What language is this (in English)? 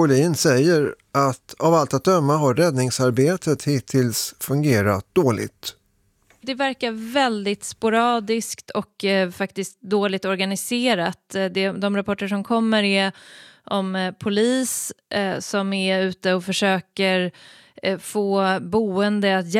Swedish